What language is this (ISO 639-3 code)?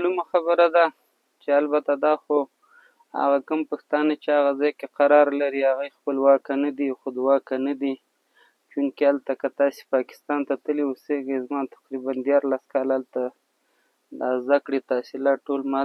pus